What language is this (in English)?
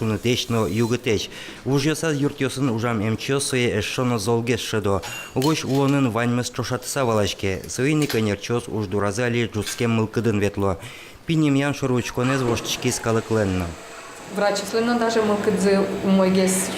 Udmurt